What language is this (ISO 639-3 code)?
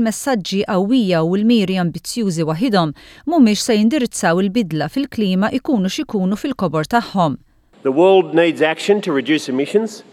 mlt